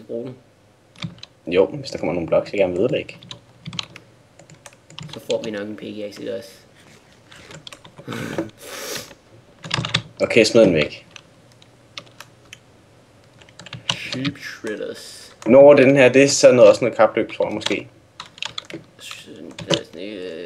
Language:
Danish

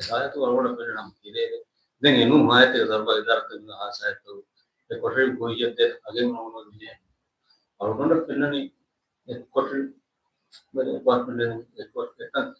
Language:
Divehi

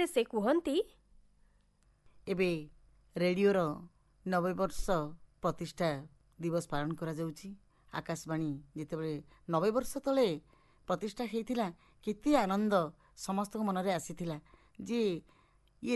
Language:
Odia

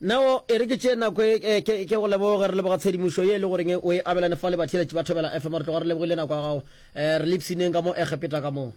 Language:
Northern Sotho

